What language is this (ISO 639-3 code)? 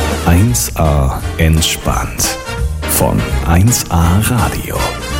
deu